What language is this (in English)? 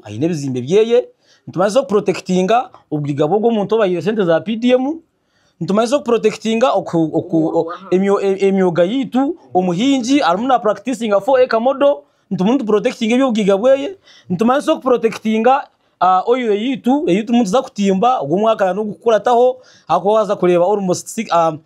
Nyankole